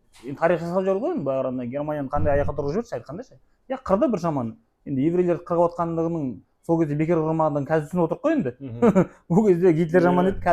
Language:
Kazakh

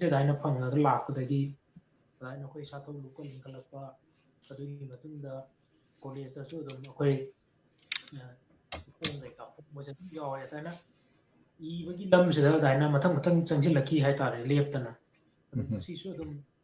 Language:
Manipuri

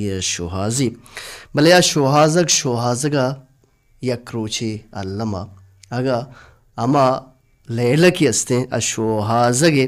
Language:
Baluchi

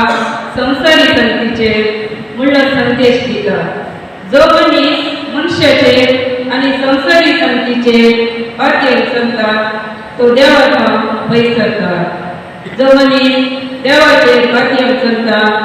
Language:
Konkani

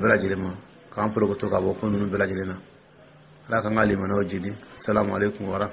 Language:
Dyula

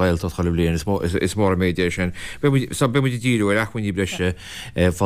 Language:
Irish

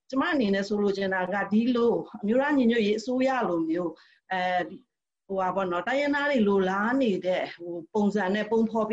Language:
Burmese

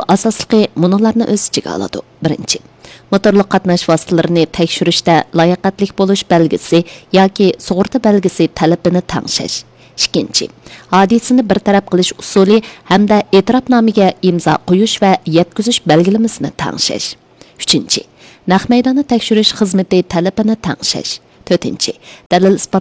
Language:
Uyghur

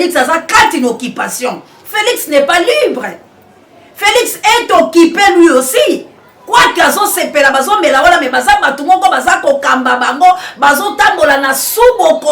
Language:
Lingala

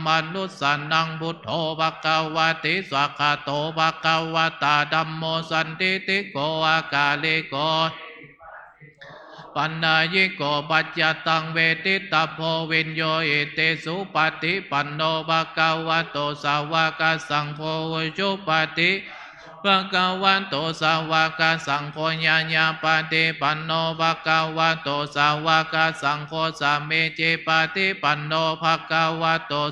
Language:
Pali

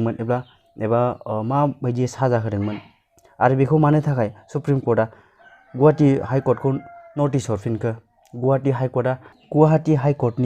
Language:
Bodo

